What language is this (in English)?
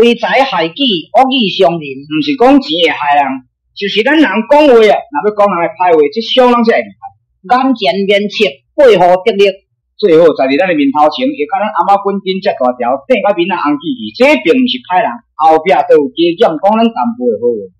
Min Nan Chinese